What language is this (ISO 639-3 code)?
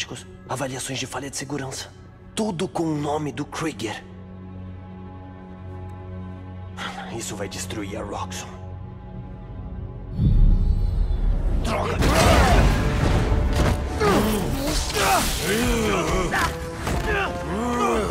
por